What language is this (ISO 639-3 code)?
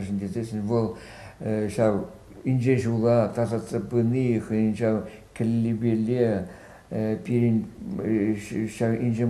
chv